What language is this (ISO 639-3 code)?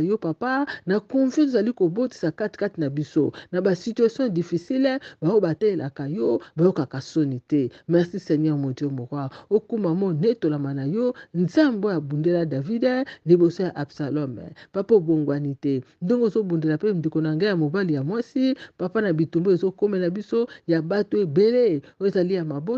lin